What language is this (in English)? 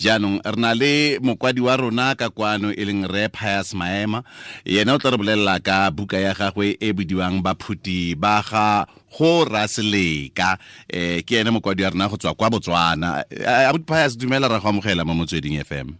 Tswana